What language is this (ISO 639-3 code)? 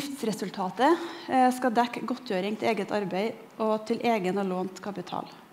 nor